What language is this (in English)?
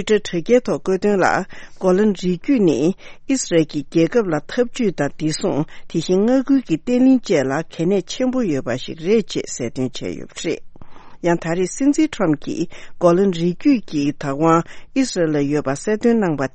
Tibetan